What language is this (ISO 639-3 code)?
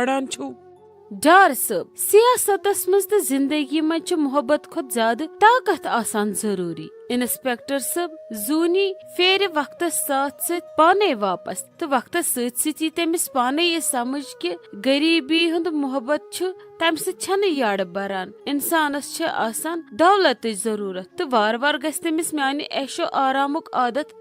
kas